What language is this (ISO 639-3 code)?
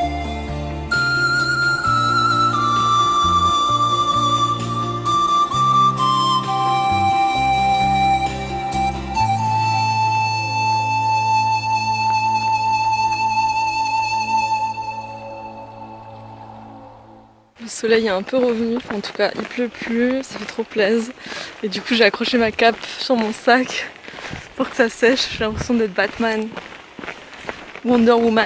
fra